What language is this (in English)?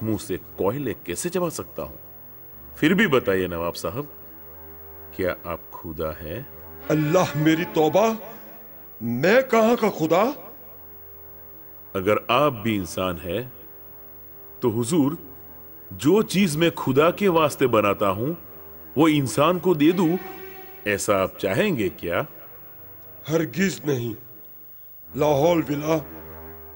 Gujarati